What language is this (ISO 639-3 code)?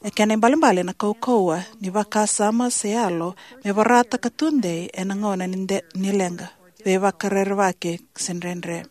fij